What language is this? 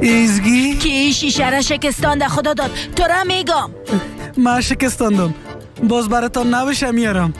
Persian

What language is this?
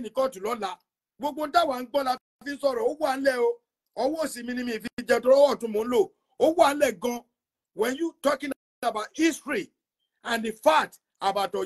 Yoruba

